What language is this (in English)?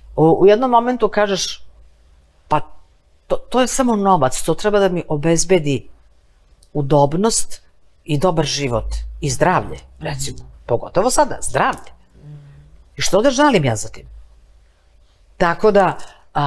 Serbian